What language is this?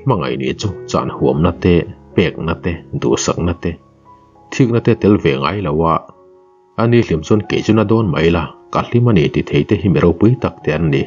Mizo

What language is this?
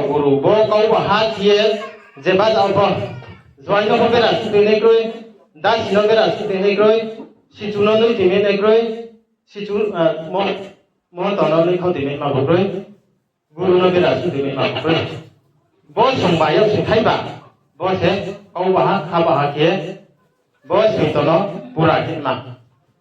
Riang (India)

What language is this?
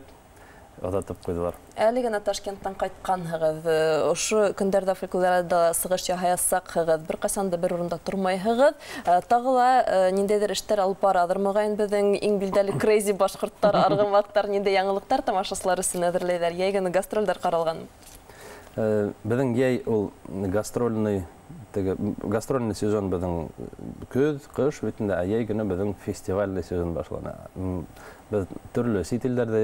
Bashkir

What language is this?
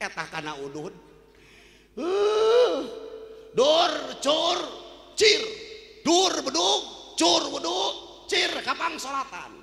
Sundanese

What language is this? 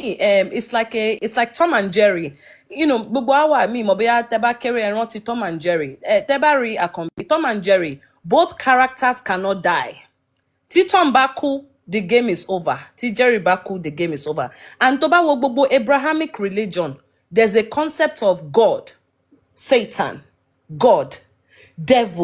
Yoruba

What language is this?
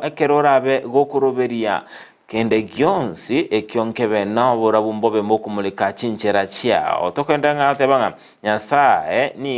Gusii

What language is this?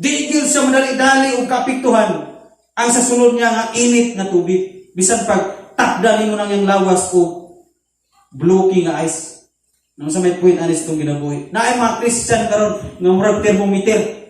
Cebuano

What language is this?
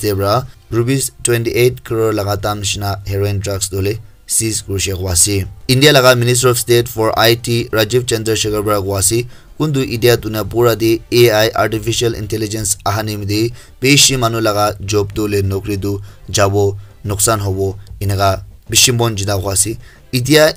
Naga Pidgin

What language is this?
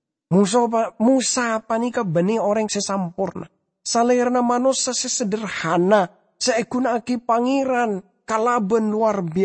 Madurese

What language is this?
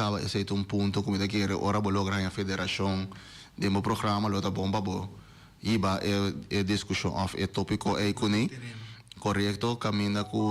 Papiamento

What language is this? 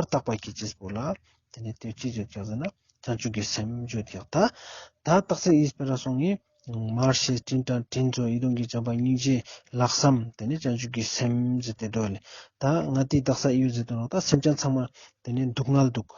Ladakhi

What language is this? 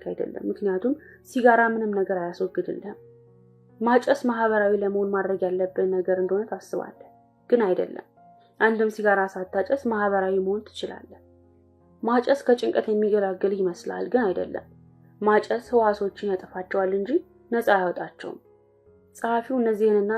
Amharic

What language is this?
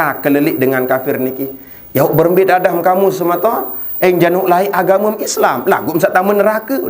Sasak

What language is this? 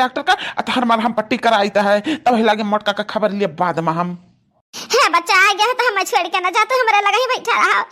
Awadhi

